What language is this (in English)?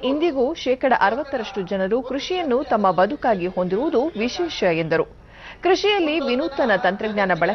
Kannada